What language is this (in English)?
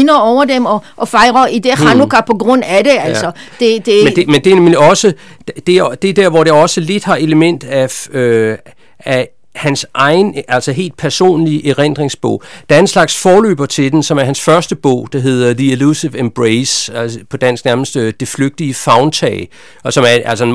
Danish